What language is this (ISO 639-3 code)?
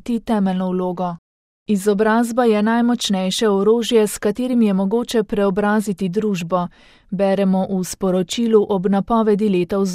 slv